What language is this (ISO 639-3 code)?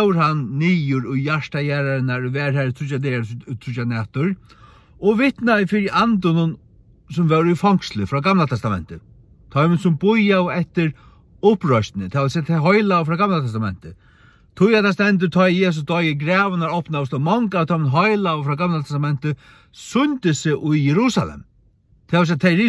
fao